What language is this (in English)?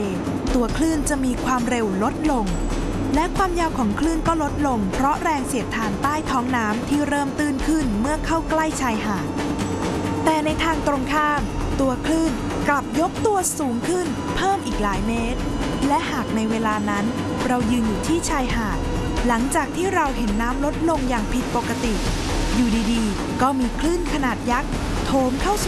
Thai